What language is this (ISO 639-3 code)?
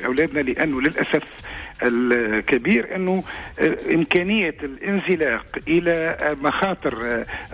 aeb